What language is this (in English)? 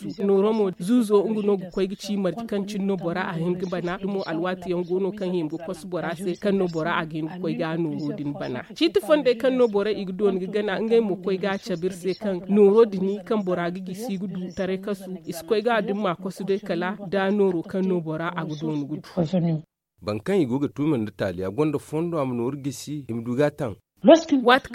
Zarma